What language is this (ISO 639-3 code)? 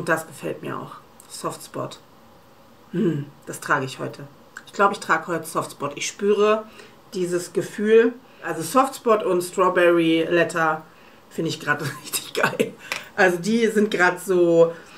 deu